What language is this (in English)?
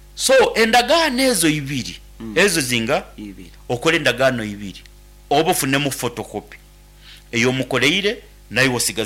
Nyankole